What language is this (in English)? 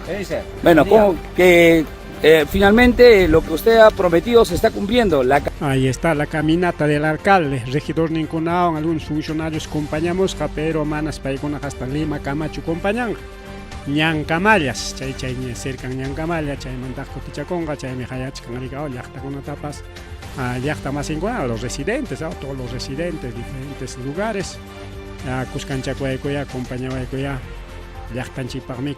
Ayacucho Quechua